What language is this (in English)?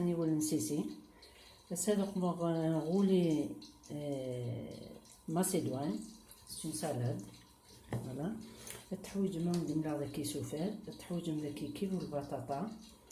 Kabyle